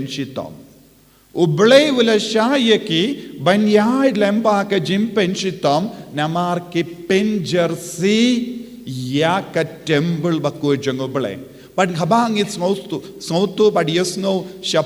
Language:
Khasi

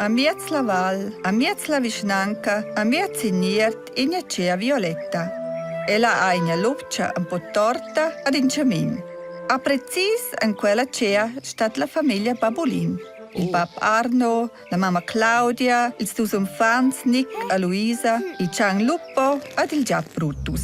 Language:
Romansh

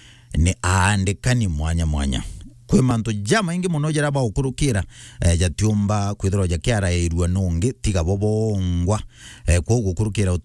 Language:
Meru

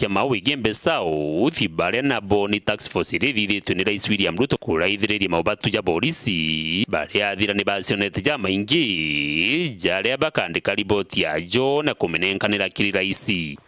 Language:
Meru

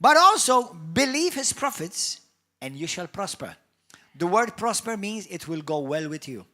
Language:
English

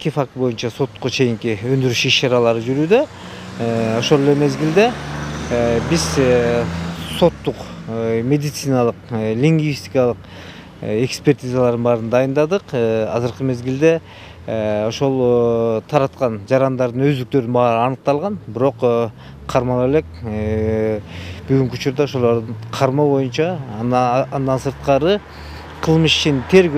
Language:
Kyrgyz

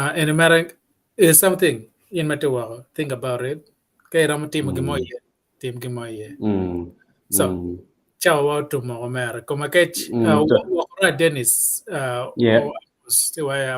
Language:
Acoli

